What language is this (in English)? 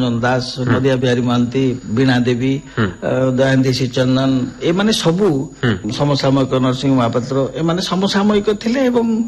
Odia